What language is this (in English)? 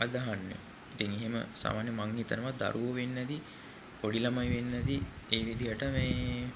Sinhala